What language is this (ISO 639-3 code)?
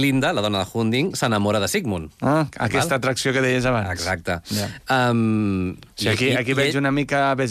cat